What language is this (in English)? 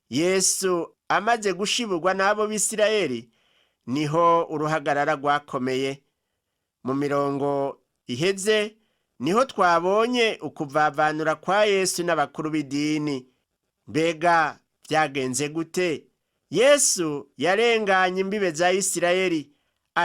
Rundi